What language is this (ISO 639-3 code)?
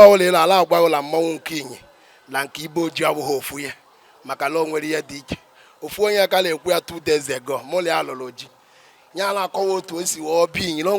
ibo